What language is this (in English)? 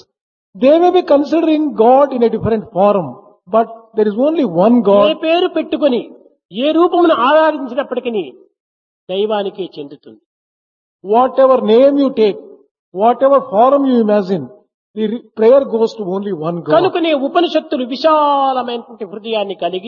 Telugu